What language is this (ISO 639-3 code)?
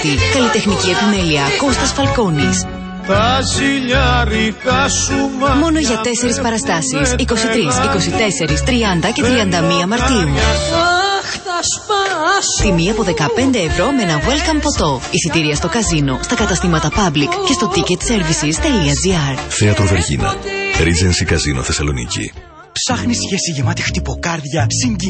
ell